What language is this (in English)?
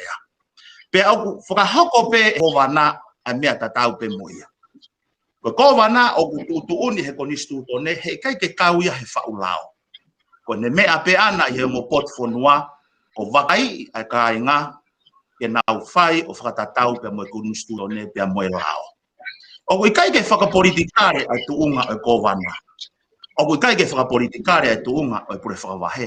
Tongan